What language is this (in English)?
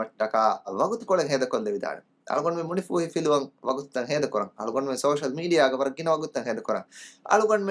Divehi